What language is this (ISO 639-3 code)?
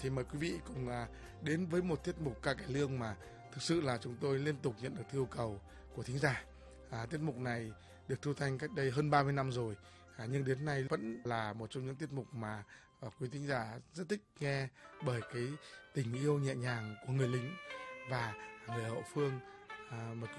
vie